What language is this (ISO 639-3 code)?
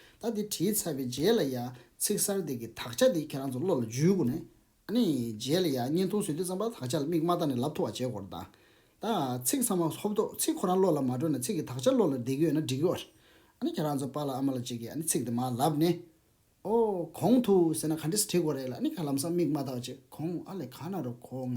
bod